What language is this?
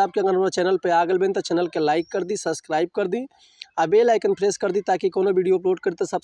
Bhojpuri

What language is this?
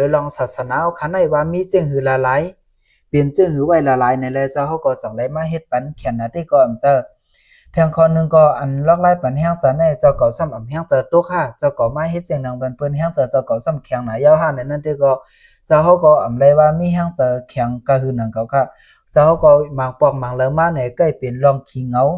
Shan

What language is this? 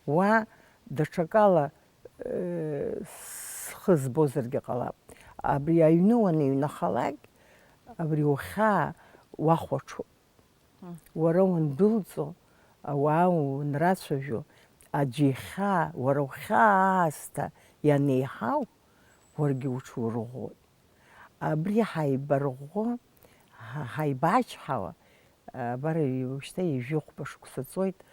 Abkhazian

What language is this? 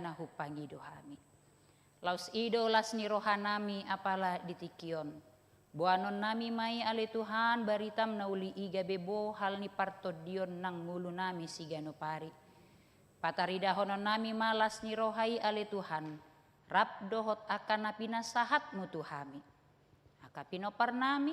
Batak Toba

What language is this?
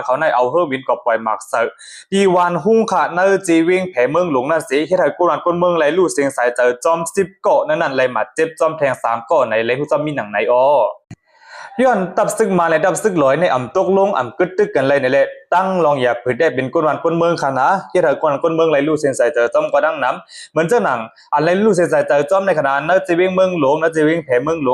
Shan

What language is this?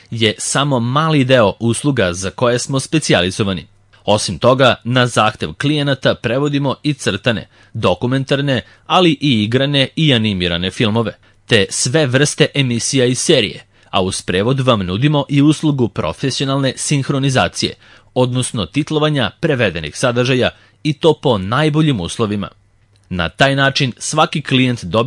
Serbian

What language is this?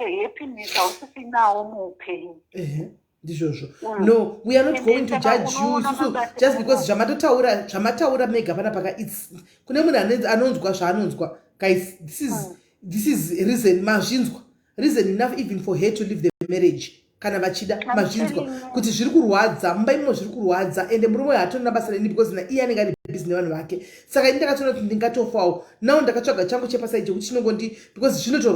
Shona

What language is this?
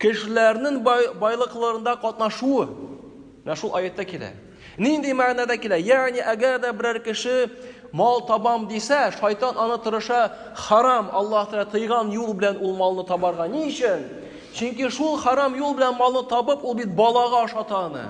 Tatar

